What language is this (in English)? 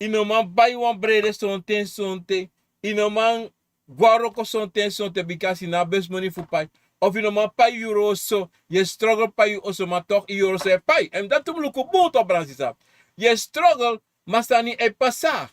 Sranan Tongo